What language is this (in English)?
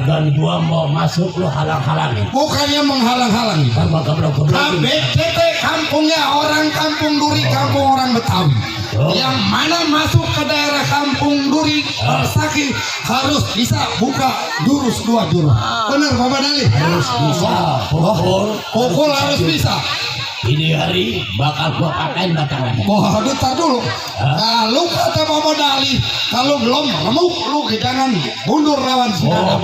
Betawi